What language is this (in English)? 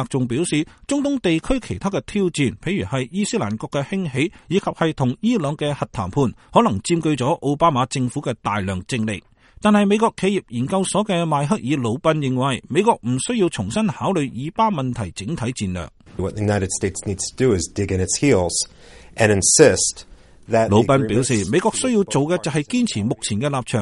Cantonese